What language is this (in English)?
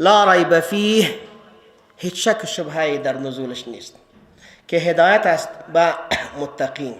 Persian